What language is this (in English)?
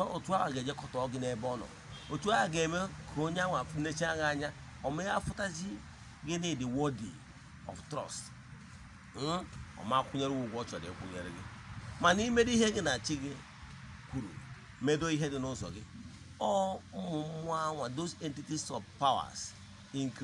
Igbo